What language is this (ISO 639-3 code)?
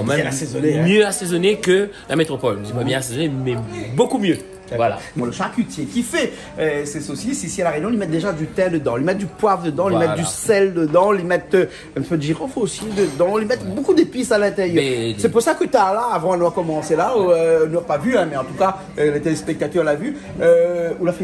rcf